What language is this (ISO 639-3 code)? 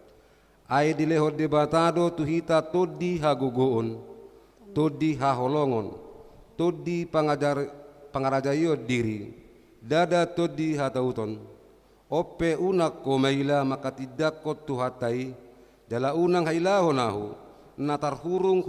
bbc